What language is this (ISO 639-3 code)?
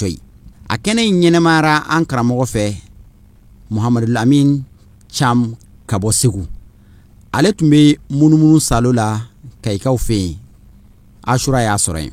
bam